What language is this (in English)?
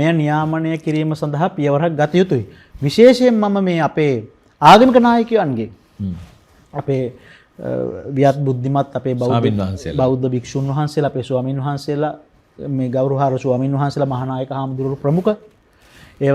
Sinhala